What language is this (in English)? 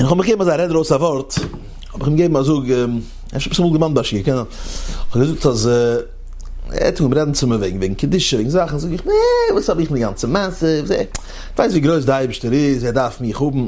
Yiddish